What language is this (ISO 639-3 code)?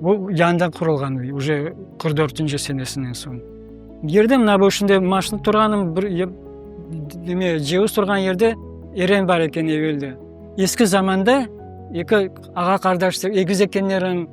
crh